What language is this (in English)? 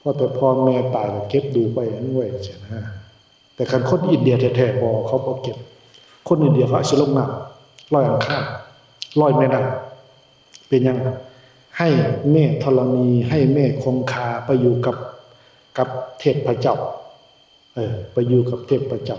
Northeastern Thai